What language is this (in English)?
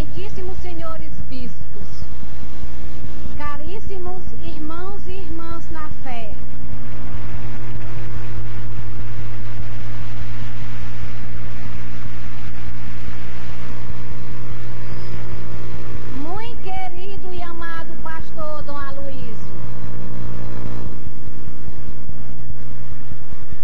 Portuguese